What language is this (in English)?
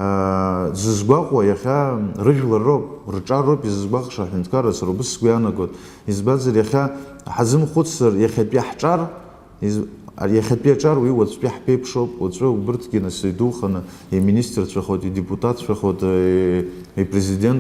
Abkhazian